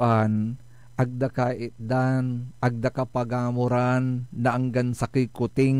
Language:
Pangasinan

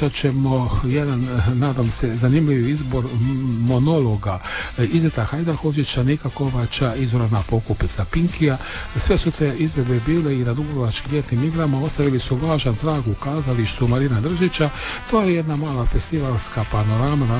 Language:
Croatian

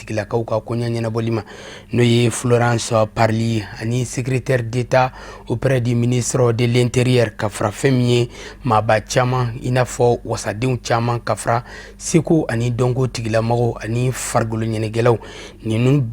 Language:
Bambara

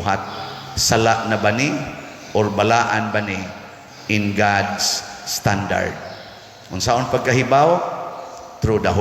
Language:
Cebuano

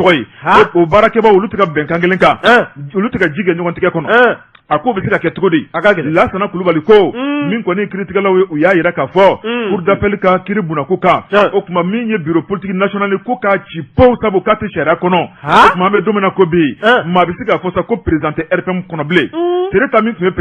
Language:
Bambara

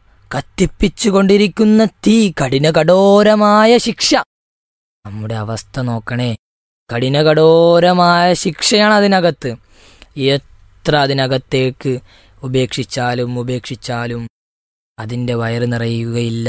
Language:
Malayalam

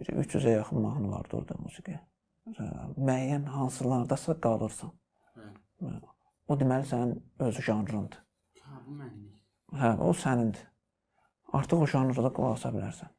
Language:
Azerbaijani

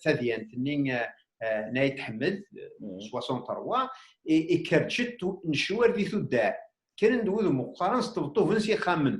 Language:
Kabyle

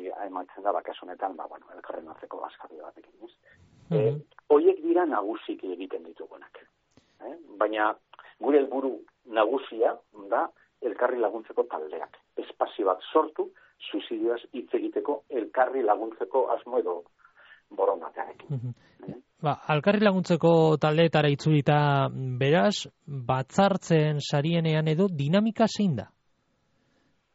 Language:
Basque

